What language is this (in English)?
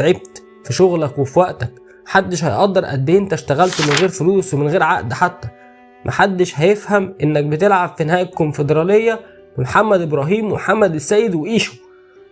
Egyptian Arabic